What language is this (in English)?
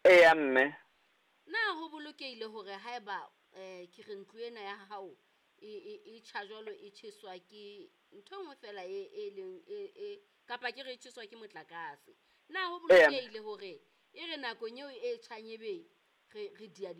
Southern Sotho